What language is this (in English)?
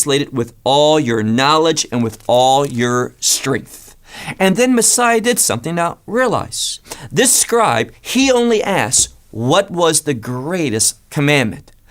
English